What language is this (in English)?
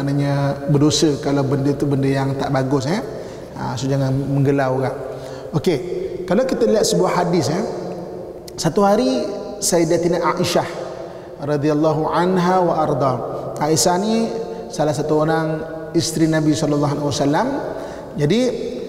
Malay